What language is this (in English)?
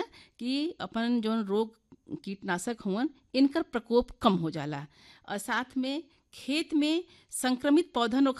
Bhojpuri